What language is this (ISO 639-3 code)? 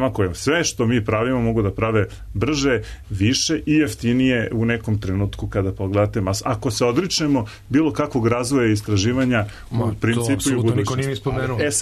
srp